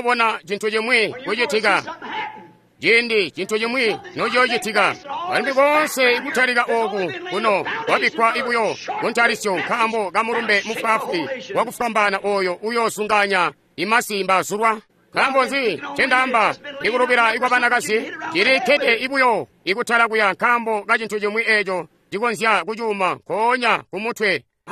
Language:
Tonga (Zambia)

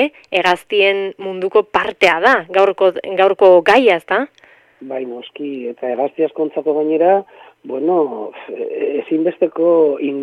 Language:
Basque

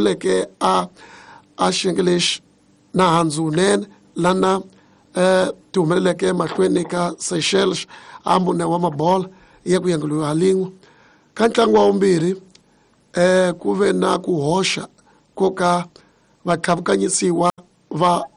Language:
Tsonga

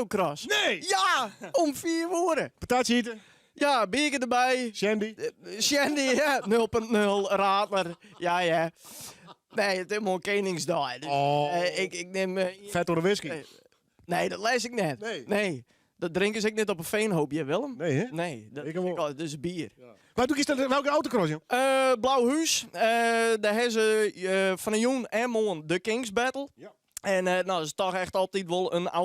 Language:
Western Frisian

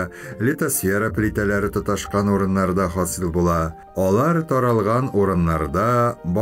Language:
Tatar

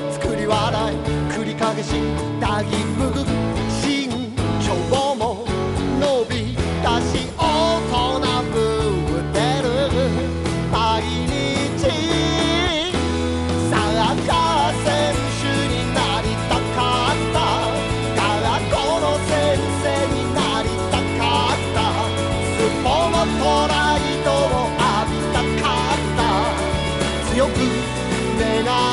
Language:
Japanese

